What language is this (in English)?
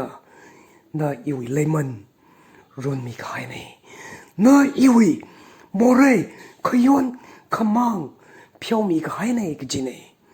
Tangkhul Naga (India)